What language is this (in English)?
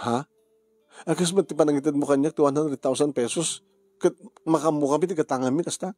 Iloko